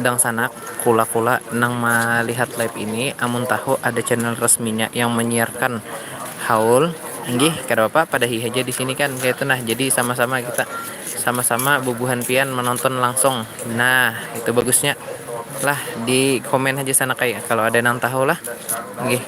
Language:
Banjar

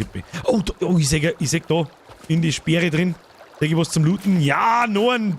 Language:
Bavarian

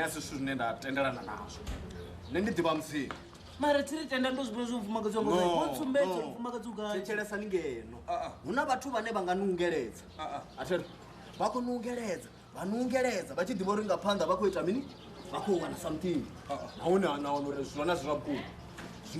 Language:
Venda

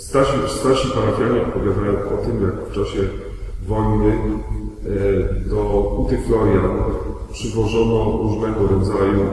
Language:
Polish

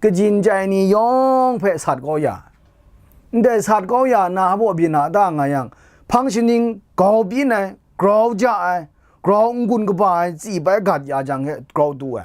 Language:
Kachin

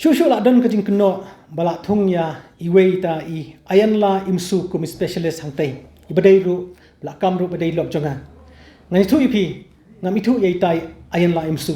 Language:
Khasi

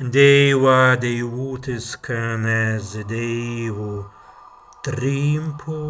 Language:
Prussian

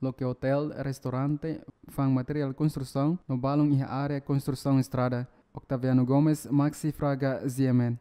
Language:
Tetum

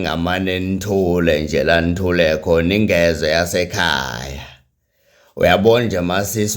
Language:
Zulu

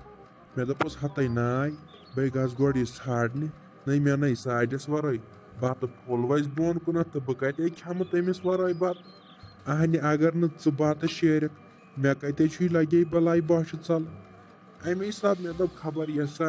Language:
Kashmiri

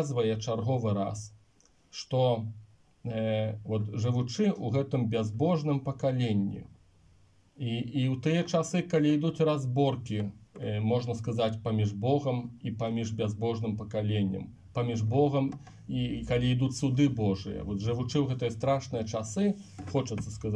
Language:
Belarusian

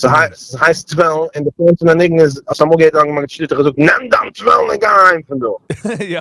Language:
Yiddish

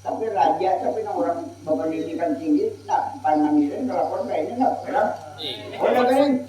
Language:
Banjar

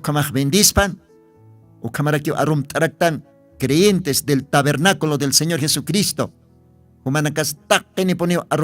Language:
Aymara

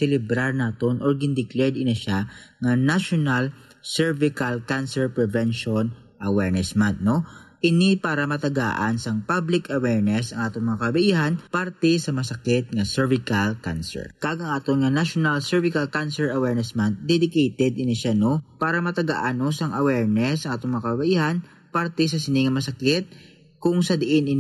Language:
Hiligaynon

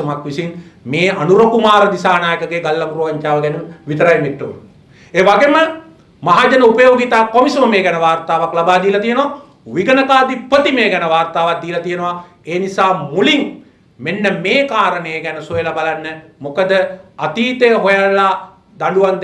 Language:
Sinhala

